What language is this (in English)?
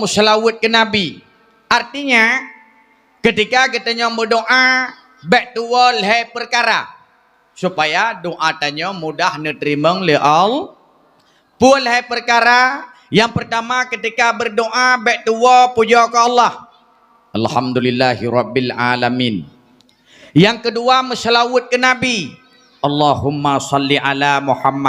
Achinese